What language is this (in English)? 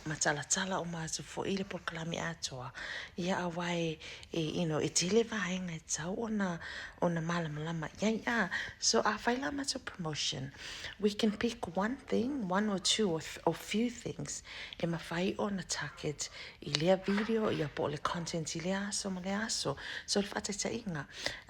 Samoan